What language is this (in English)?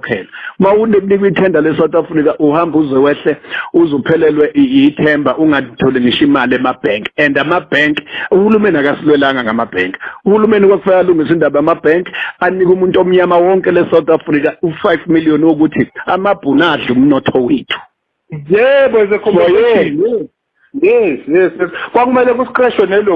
Zulu